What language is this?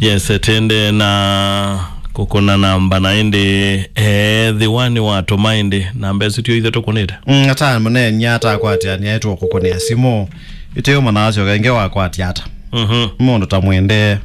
Kamba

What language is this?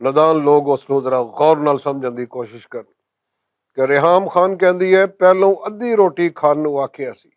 Western Panjabi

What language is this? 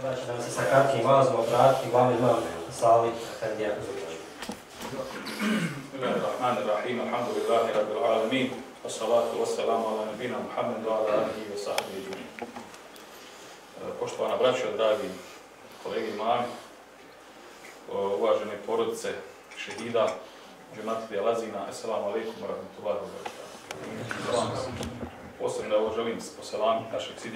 Bosnian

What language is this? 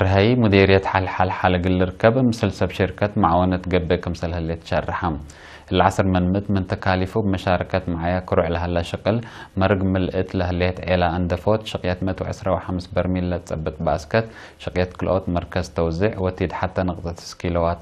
Tigre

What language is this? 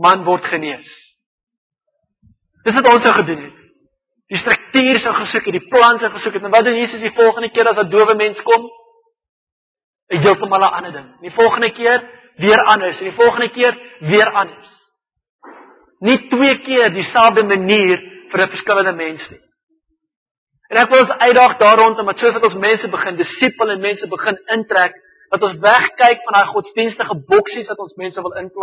Afrikaans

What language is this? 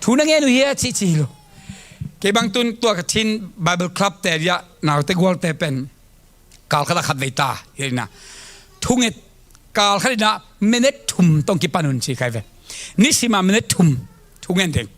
Tedim Chin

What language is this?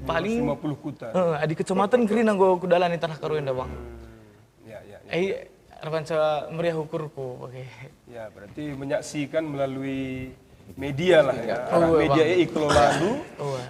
Batak Karo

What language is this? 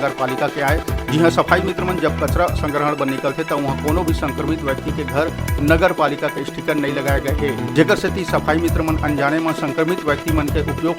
Chhattisgarhi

